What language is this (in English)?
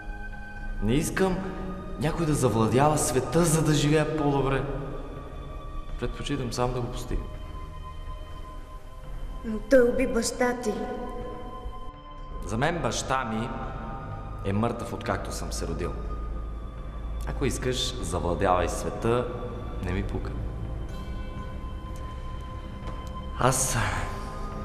Bulgarian